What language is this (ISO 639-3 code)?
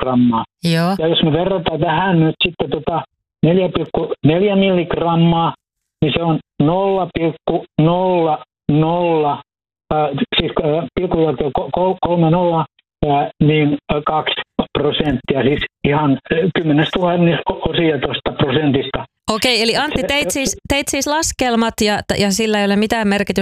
fin